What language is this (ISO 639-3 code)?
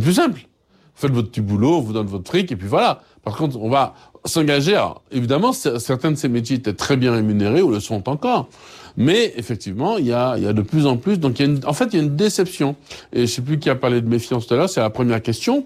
fra